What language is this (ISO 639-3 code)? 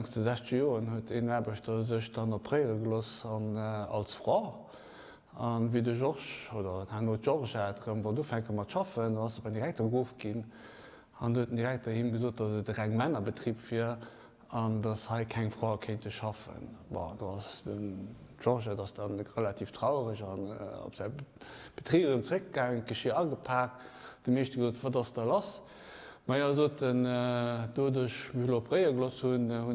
ltz